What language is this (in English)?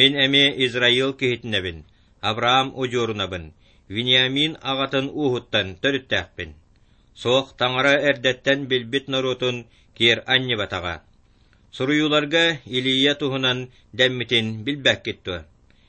Yakut